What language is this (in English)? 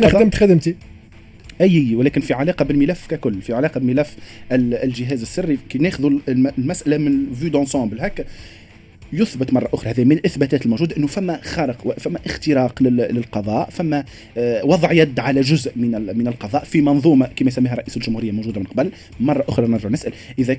Tunisian Arabic